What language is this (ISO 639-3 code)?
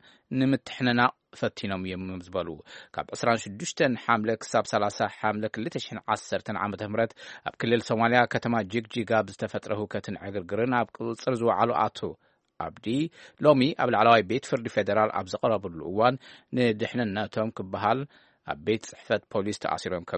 tir